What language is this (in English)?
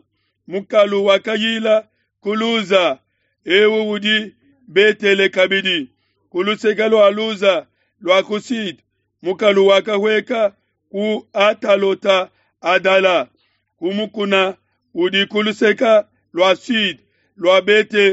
Luba-Lulua